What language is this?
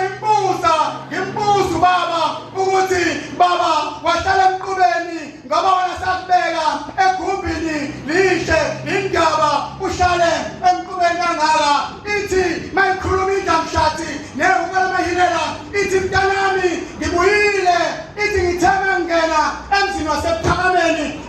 Zulu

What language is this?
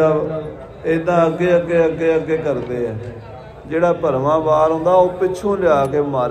Punjabi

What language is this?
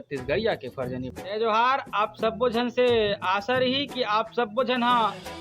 Chhattisgarhi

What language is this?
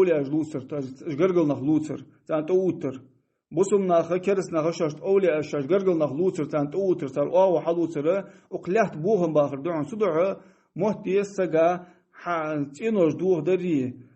Ingush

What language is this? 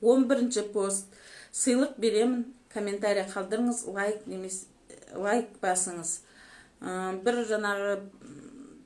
Kazakh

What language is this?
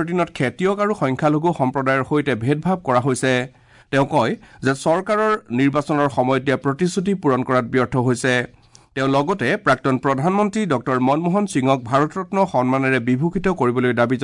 Assamese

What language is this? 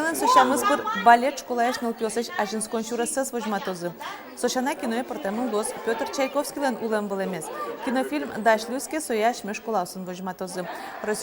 Udmurt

